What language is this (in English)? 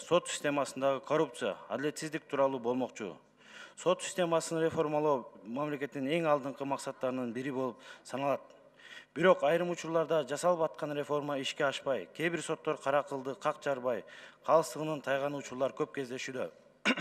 Kyrgyz